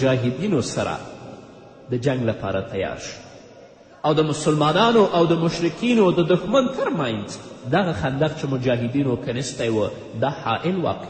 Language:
Pashto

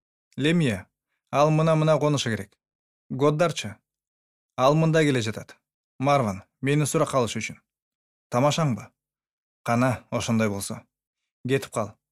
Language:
Kyrgyz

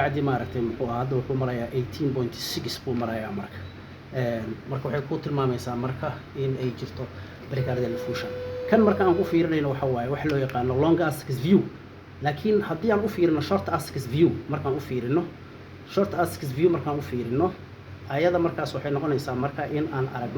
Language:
Somali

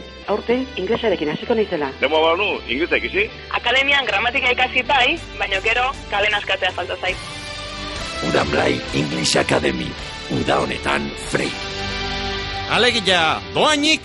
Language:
Basque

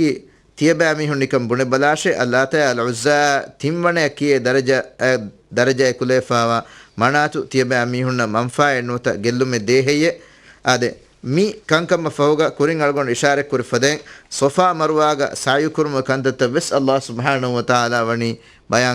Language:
Divehi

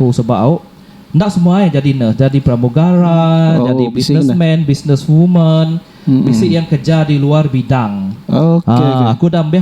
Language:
Iban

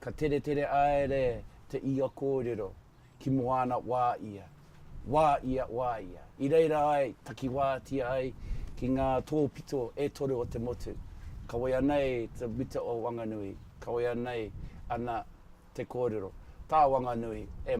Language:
Māori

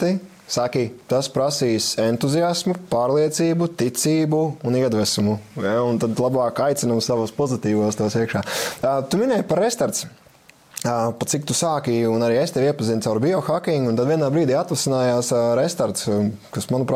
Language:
Latvian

